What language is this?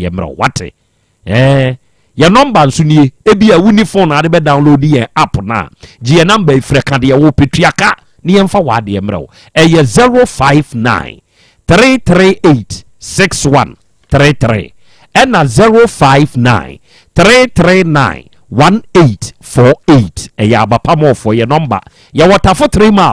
Akan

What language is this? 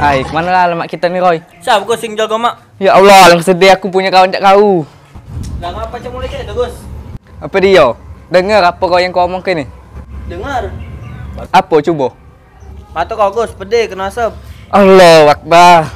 Musi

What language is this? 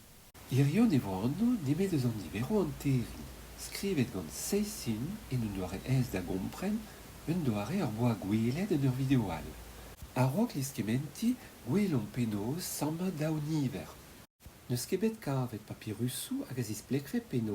Breton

